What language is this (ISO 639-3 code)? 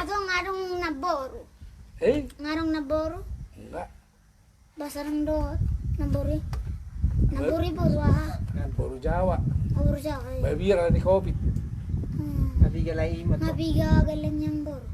bbc